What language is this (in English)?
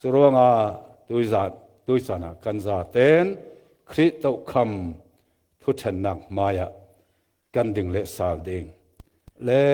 Falam Chin